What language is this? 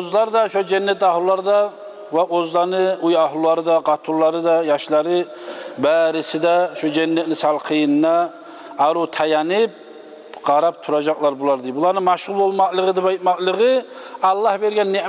Kumyk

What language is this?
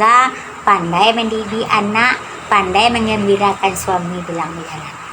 Minangkabau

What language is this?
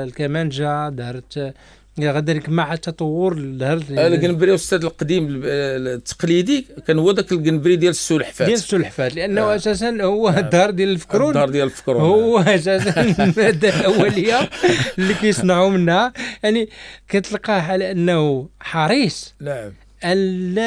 Moroccan Arabic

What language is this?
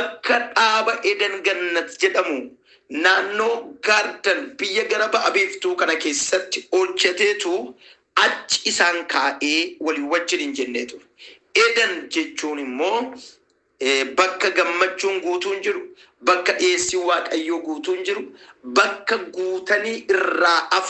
Oromo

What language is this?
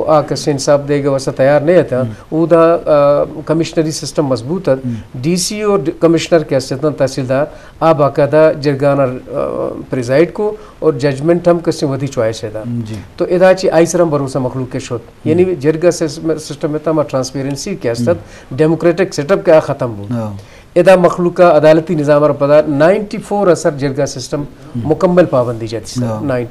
Eastern Balochi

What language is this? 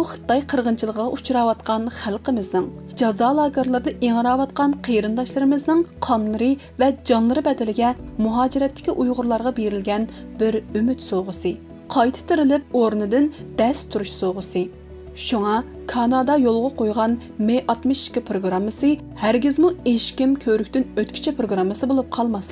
Uyghur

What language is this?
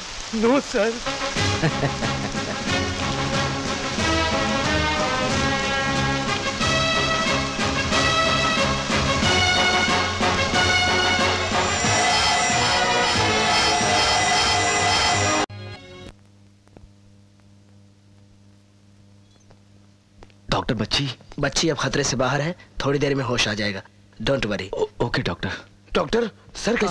Hindi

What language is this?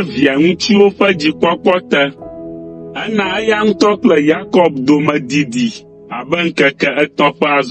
Ewe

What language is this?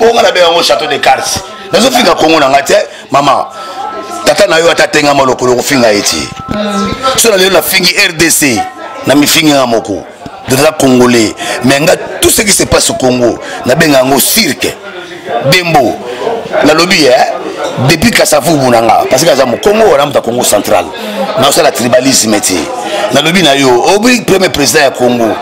Lingala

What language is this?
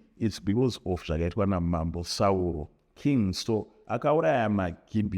Shona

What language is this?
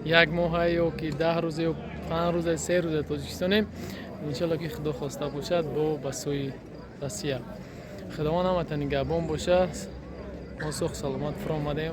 Tajik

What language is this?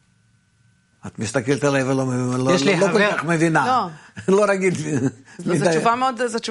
Hebrew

